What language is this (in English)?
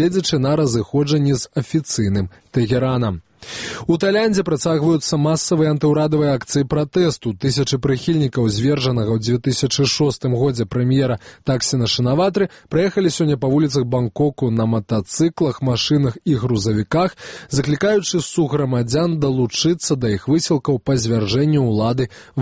Belarusian